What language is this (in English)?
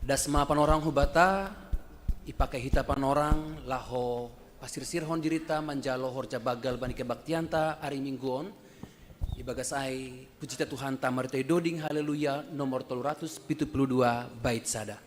Batak Simalungun